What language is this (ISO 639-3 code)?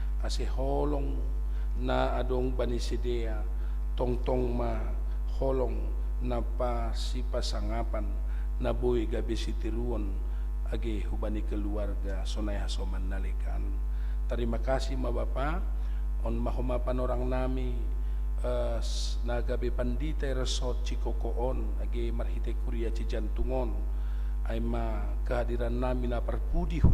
bts